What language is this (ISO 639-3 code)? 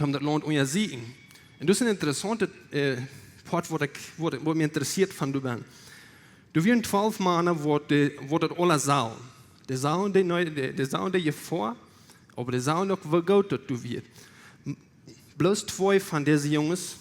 pdt